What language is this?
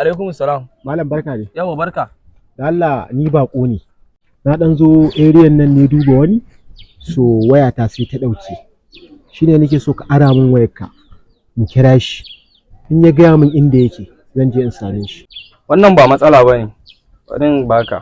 Hausa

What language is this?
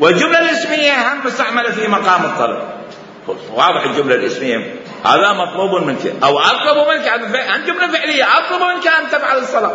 Mesopotamian Arabic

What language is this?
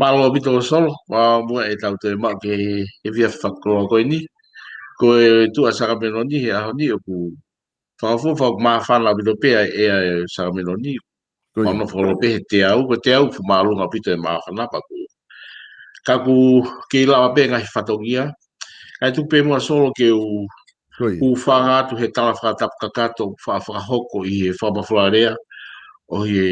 Tongan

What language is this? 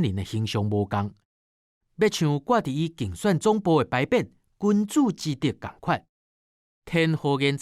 Min Nan Chinese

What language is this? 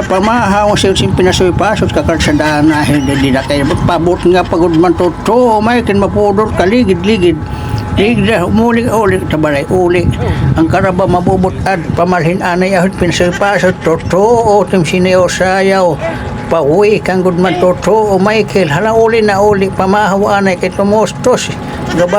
Waray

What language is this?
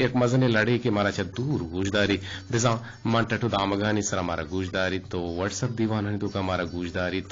Eastern Balochi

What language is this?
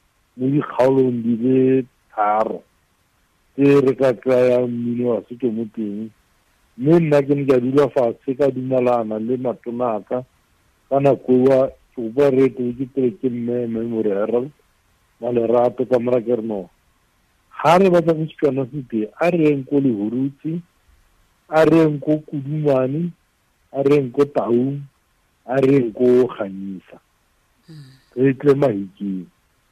Tswana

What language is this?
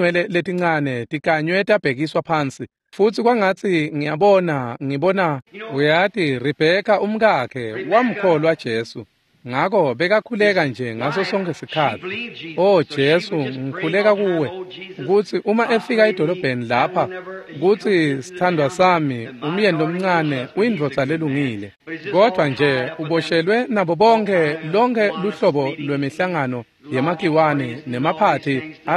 Swati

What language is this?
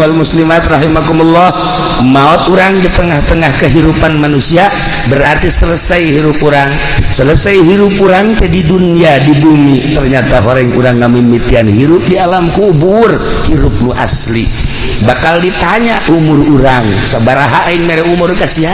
Sundanese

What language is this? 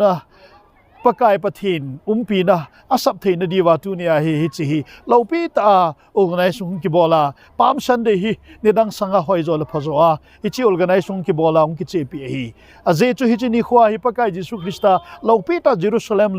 Thado Chin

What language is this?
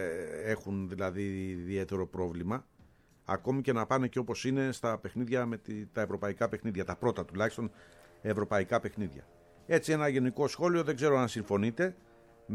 Greek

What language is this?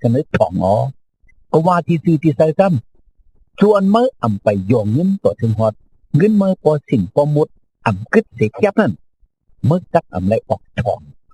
Shan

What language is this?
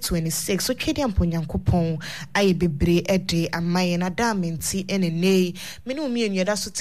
Akan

